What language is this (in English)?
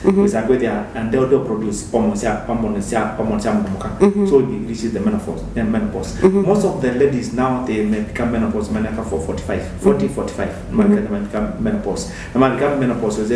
Kamba